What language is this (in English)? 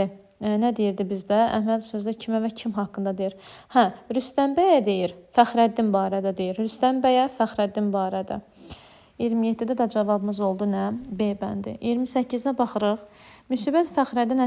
Azerbaijani